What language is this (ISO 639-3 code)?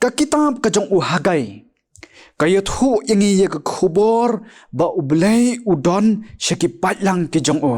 kha